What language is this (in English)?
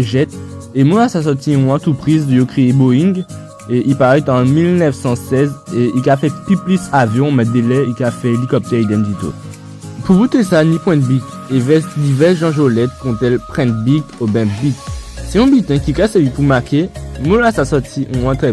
Guadeloupean Creole French